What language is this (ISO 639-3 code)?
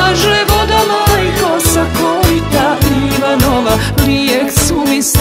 hrv